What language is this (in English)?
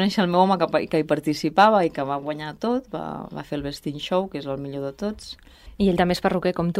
Catalan